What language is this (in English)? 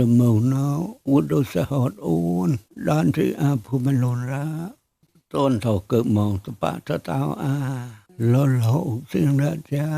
Mon